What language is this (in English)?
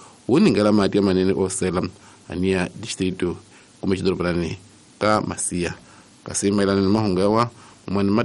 Tsonga